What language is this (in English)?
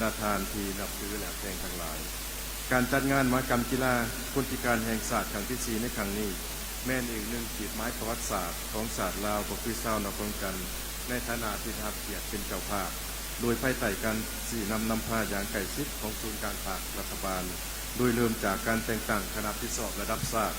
Lao